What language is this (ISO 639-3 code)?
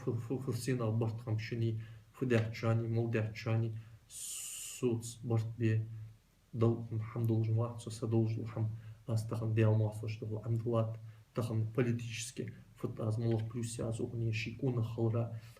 inh